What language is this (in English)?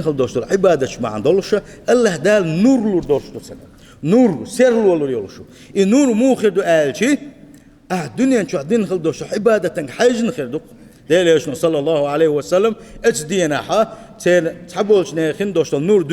Chechen